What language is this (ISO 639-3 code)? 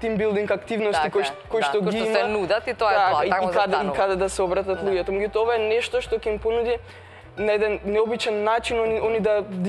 mkd